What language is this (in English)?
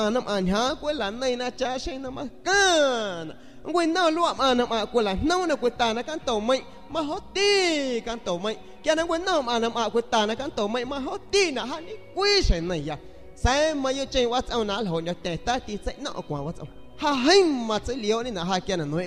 San Pedro Amuzgos Amuzgo